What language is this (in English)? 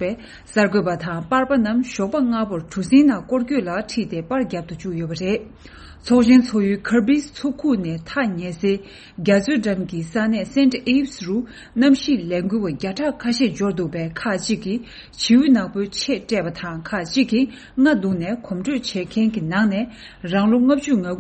Tibetan